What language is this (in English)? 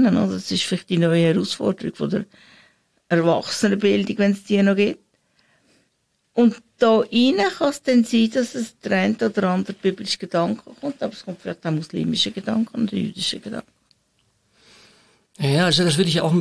German